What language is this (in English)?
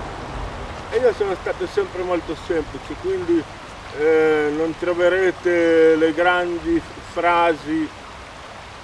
Italian